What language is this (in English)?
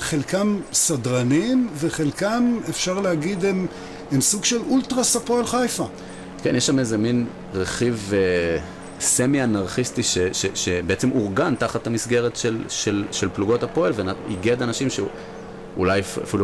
Hebrew